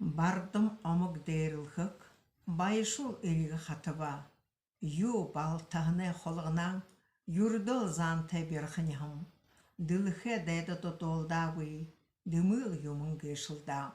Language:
Buriat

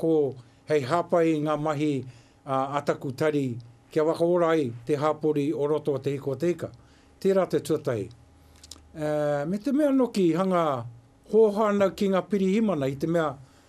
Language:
Māori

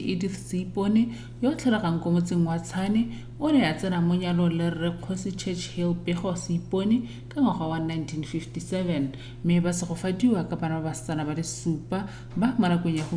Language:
Tswana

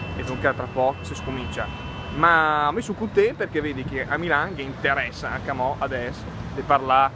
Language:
Lombard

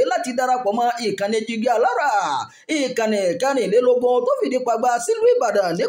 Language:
Yoruba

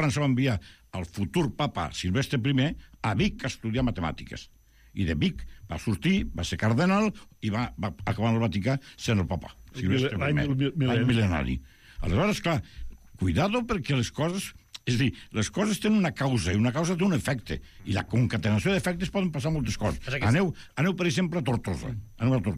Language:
Catalan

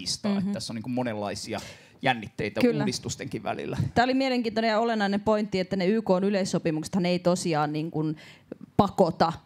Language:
Finnish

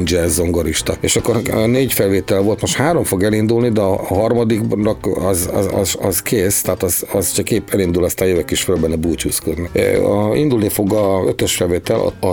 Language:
Hungarian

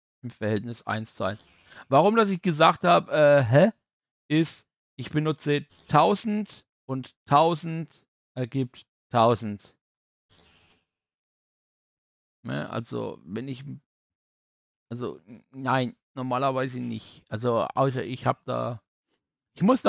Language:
German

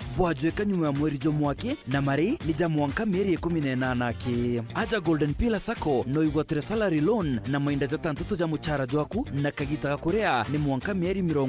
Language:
Meru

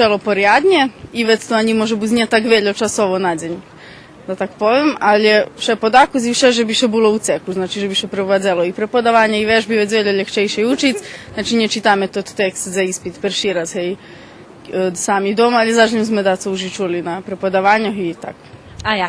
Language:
Rusyn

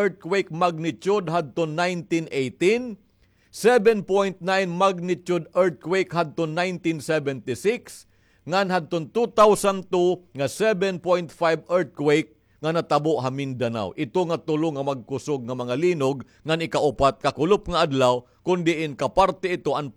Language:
Waray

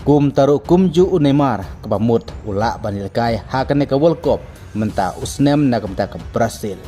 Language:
Khasi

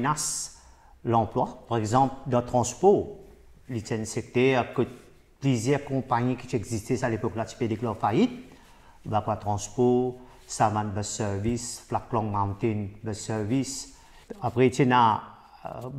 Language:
Morisyen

